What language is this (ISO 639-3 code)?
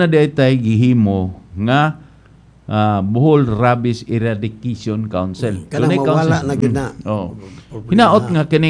ceb